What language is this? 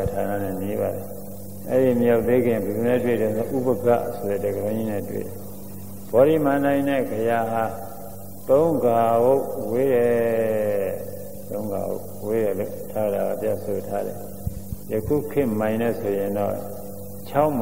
Burmese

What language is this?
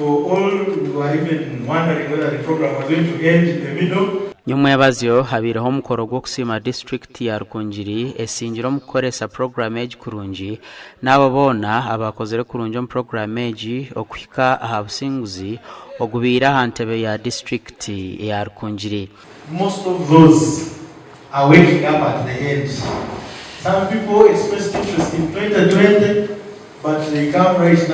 Nyankole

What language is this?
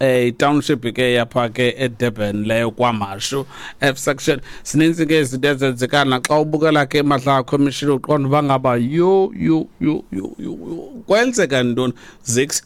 Xhosa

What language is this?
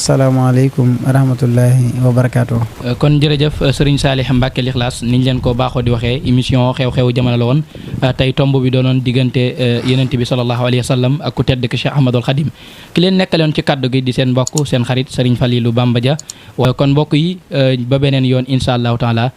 Wolof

